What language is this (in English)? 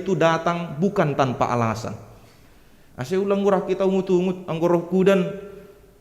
Batak Simalungun